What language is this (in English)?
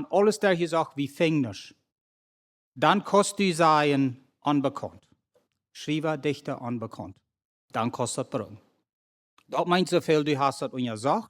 Plautdietsch